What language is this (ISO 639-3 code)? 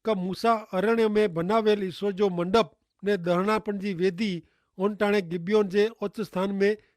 kfr